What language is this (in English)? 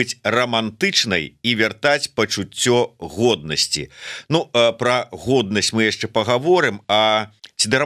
Belarusian